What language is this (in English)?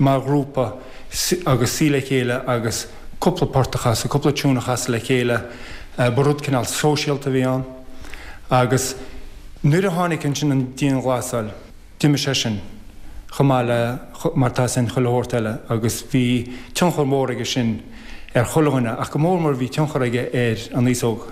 Irish